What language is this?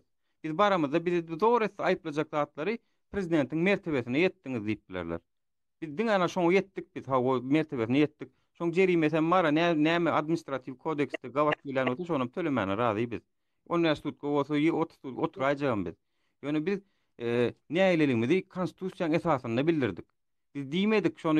Turkmen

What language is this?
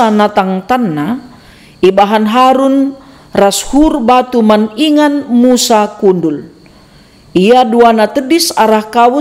Batak Karo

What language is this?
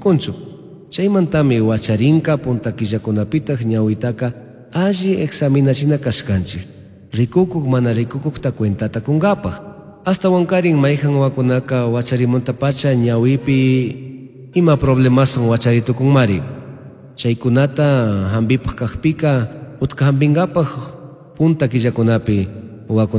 Chimborazo Highland Quichua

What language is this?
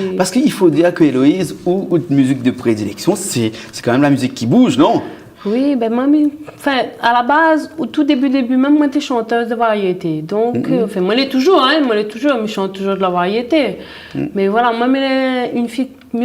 Réunion Creole French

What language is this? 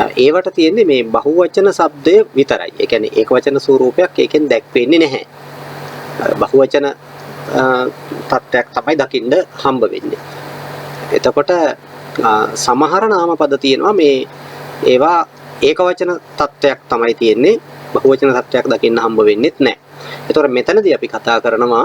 Sinhala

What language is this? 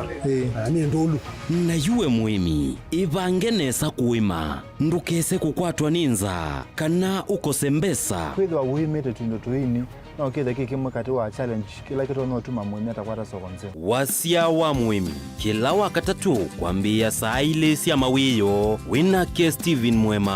Kamba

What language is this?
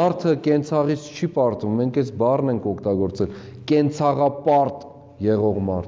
Armenian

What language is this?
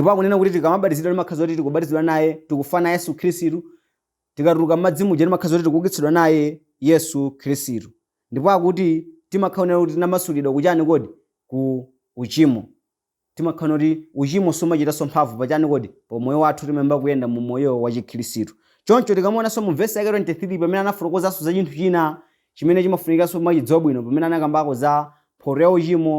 Nyanja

